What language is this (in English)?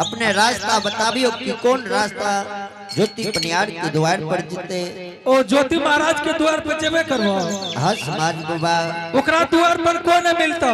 Angika